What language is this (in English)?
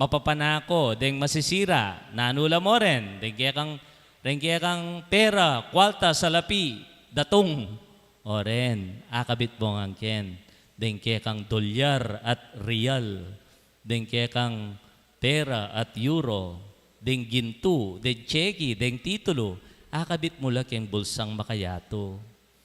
Pampanga